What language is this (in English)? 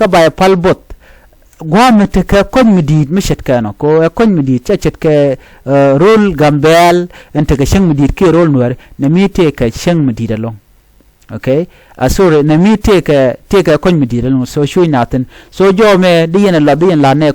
Nuer